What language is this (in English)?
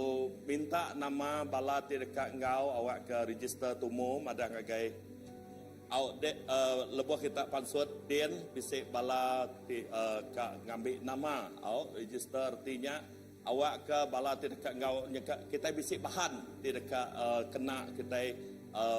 Iban